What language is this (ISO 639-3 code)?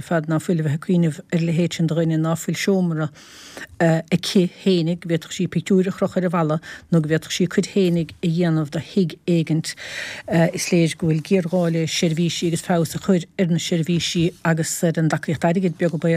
gle